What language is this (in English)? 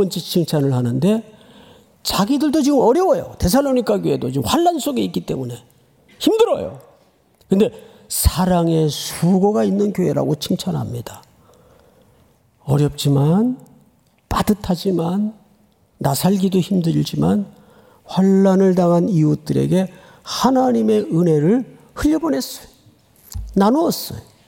Korean